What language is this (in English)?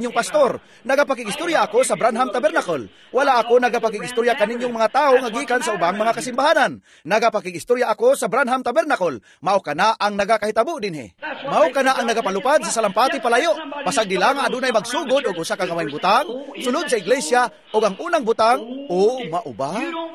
Cebuano